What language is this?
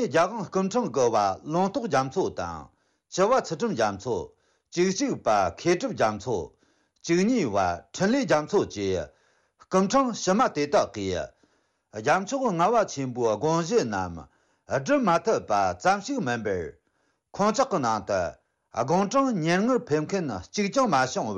Tibetan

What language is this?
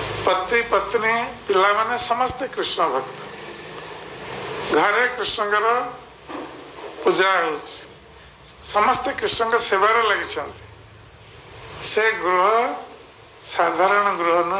Odia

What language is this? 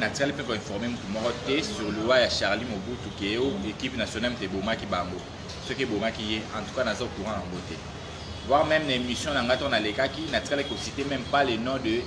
Lingala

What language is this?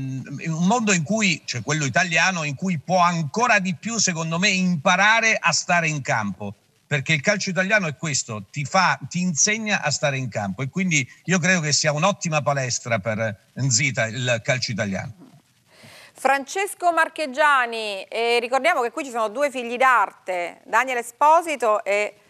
Italian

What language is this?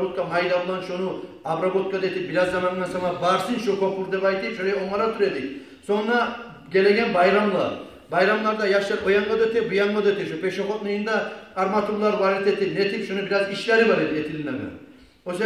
Kumyk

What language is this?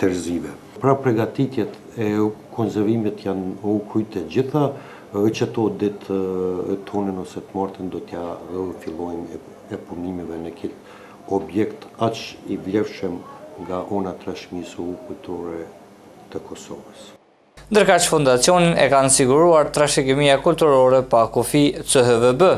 Albanian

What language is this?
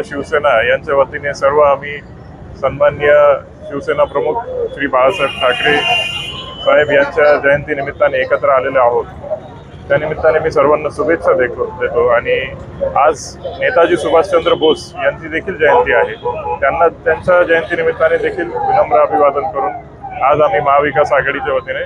Marathi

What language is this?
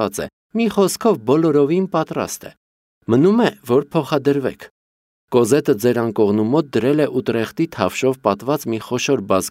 Armenian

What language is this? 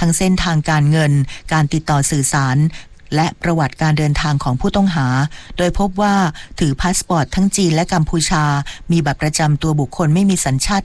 Thai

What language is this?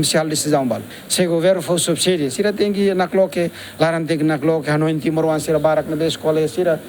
Tetum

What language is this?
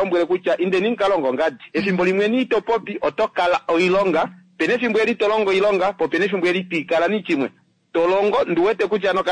Kuanyama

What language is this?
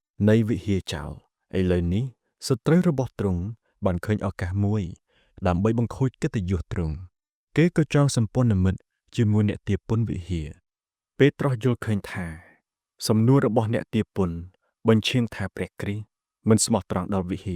Khmer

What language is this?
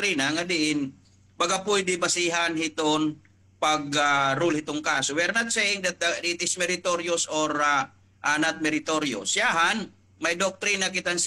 Waray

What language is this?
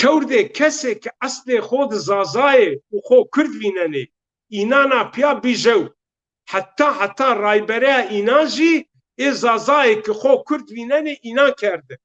Zaza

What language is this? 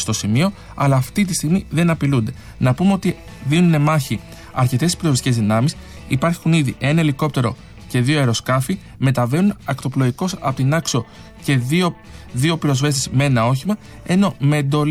Greek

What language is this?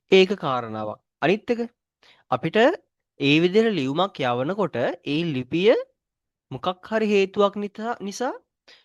Sinhala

